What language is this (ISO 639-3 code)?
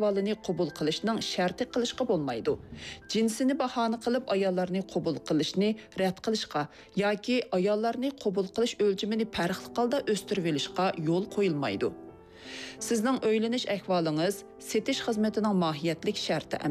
uig